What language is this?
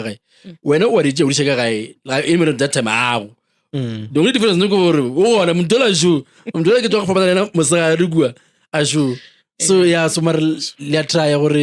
Northern Sotho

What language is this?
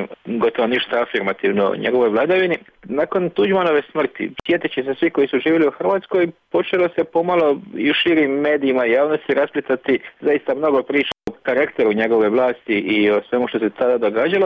Croatian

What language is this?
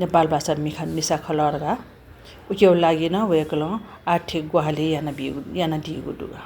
Newari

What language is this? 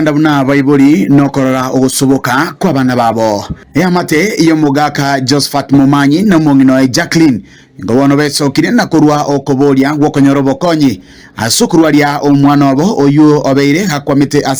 Gusii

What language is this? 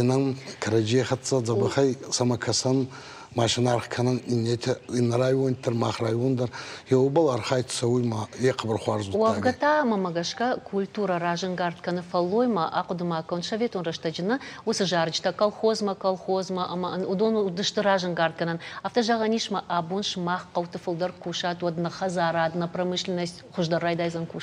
Ossetic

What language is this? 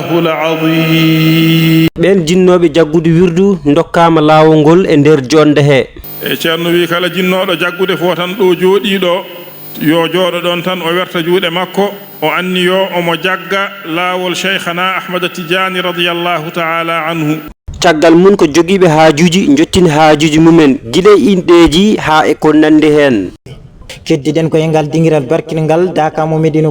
Fula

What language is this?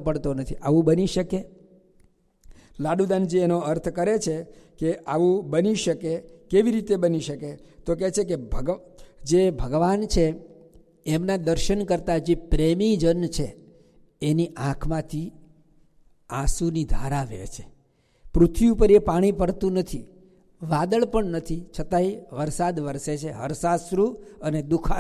Gujarati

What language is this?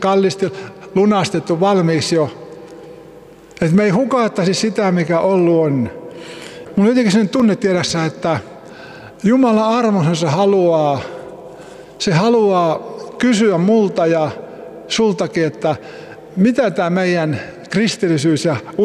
Finnish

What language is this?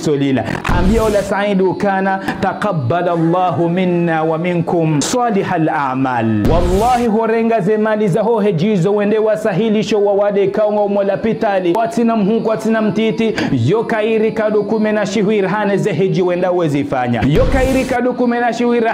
Ngazidja Comorian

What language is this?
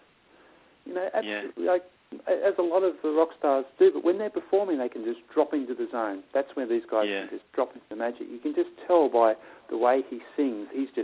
English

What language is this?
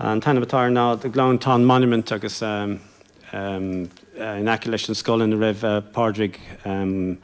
Irish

